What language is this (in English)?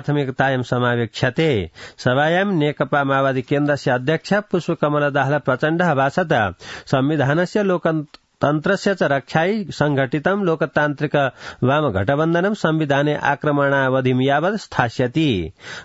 Sanskrit